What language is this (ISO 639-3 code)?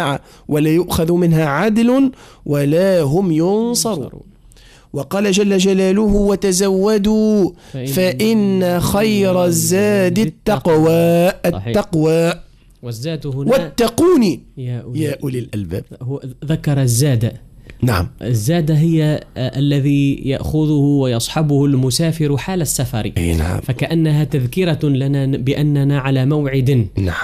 ara